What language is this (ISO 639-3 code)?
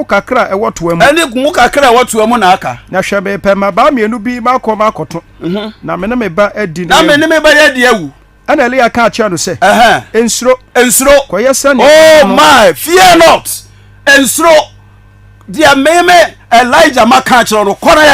aka